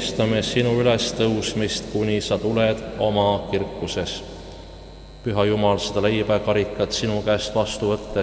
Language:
Estonian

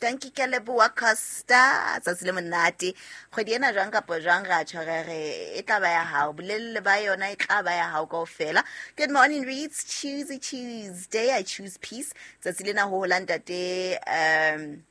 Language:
Southern Sotho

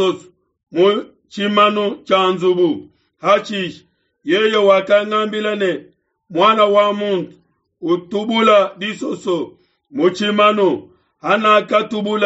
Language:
Luba-Lulua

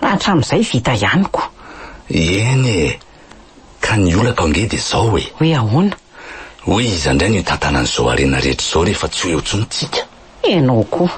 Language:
Malagasy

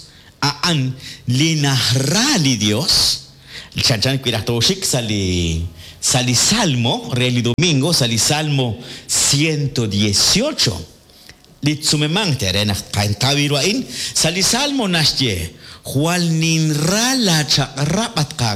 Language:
Kekchí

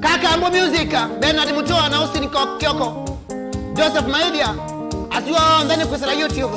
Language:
Kamba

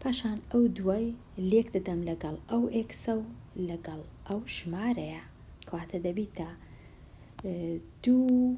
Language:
Central Kurdish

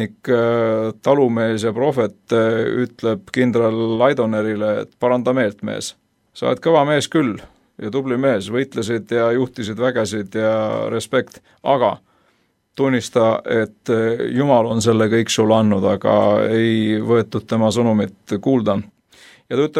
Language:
Estonian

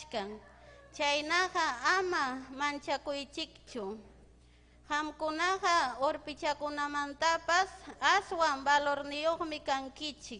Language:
Ayacucho Quechua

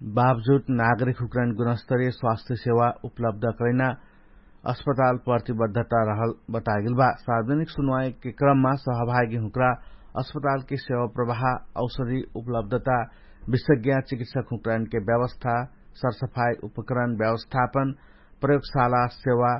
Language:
Dangaura Tharu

